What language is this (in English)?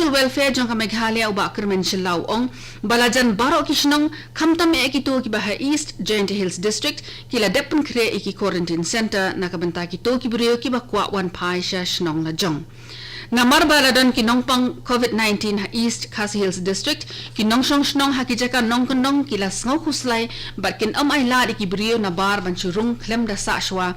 Khasi